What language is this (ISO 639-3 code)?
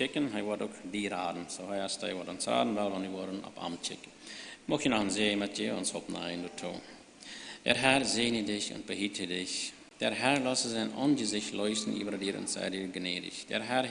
pdt